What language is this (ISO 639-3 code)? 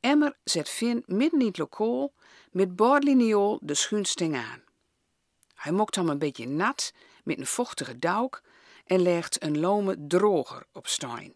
gos